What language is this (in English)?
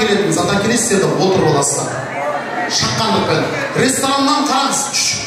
Kara-Kalpak